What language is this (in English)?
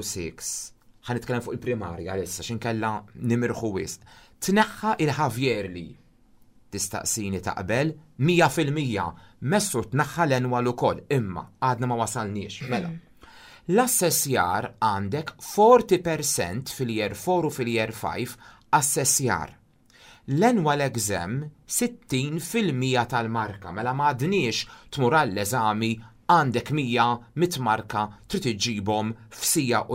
Maltese